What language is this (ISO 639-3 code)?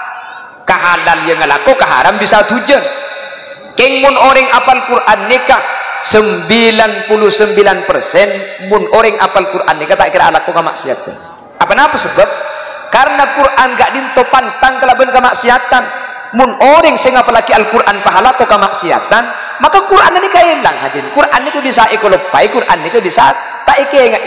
mad